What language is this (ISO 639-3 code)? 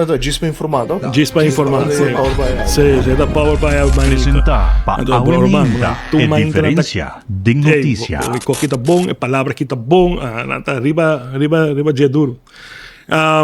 pap